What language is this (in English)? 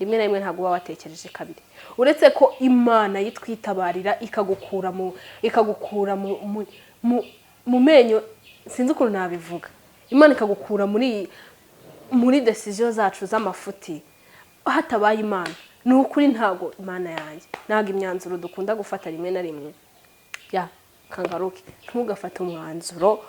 Kinyarwanda